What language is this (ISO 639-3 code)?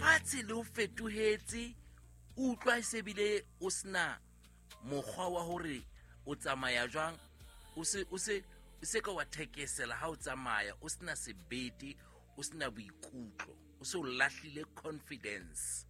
sot